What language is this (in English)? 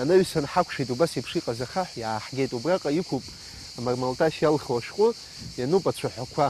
Abkhazian